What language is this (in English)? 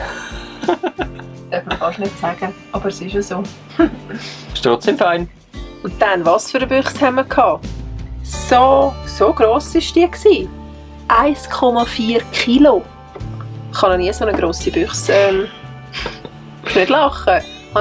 Swiss German